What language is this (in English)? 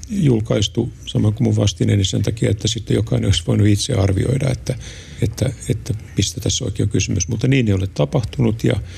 Finnish